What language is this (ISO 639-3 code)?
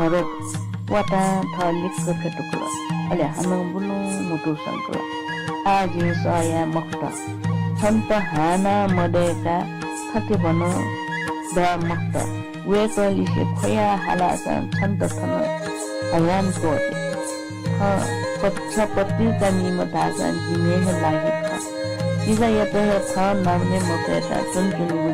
new